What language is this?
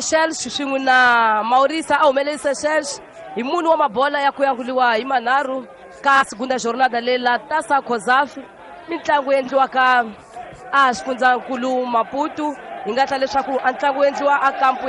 Tsonga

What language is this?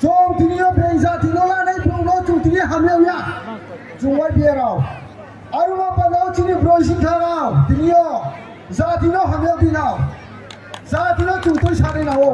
Riang (India)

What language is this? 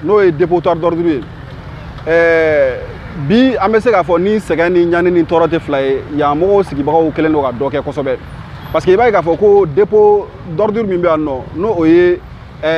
Bambara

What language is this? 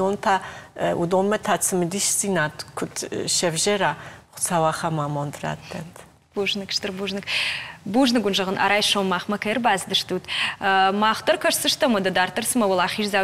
Ossetic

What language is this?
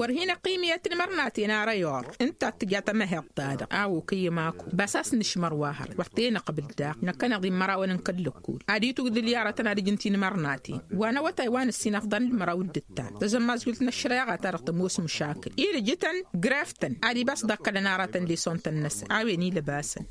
Tamasheq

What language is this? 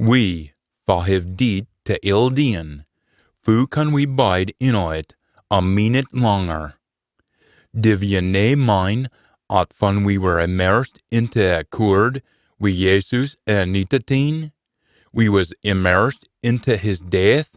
Scots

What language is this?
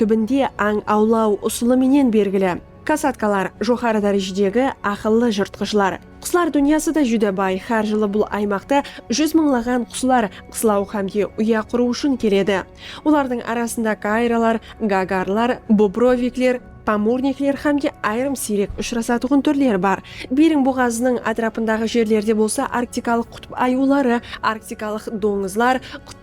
Kara-Kalpak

